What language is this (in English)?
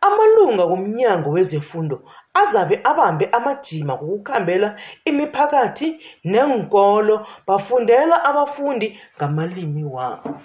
South Ndebele